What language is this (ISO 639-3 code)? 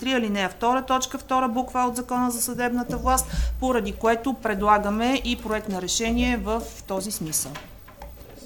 bul